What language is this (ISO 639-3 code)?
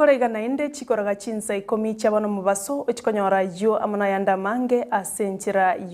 guz